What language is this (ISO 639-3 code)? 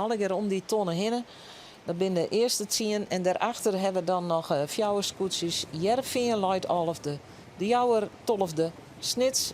fry